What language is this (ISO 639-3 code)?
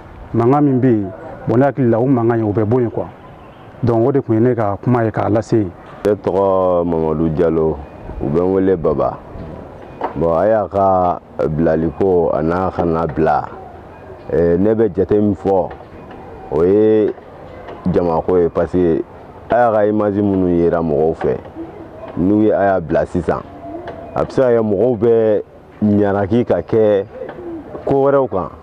bam